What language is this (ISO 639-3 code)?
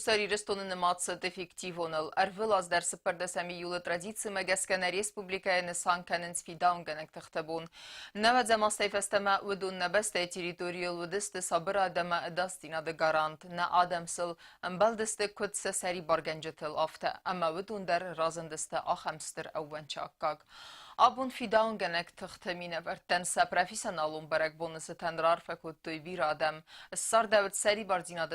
oss